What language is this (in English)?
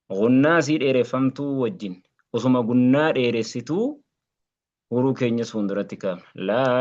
Oromo